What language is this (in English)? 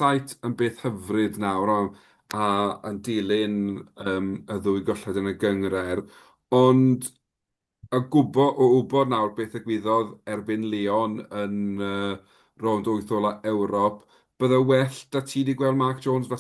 Welsh